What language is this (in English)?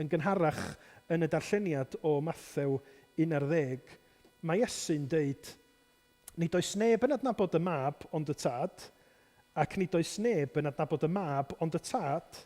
Welsh